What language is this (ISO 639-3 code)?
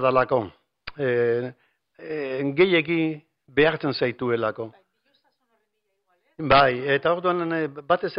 eus